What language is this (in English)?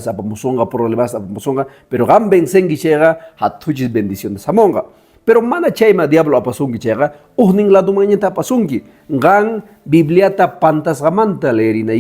Quechua